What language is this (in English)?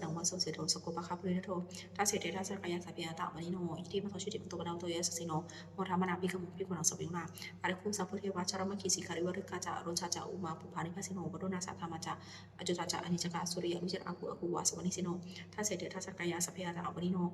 Pali